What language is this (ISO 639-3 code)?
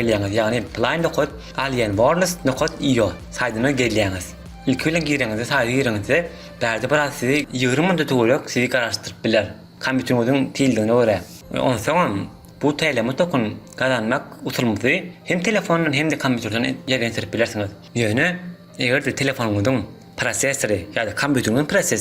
tuk